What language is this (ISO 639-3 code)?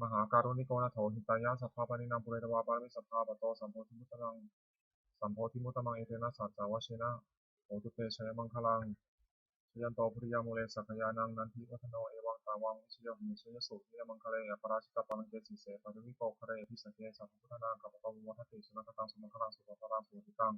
pli